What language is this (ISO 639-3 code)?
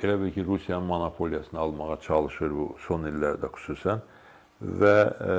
aze